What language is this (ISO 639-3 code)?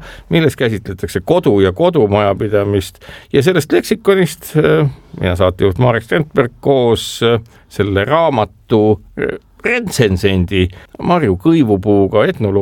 est